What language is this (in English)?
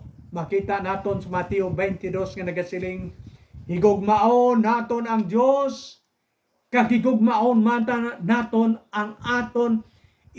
Hiligaynon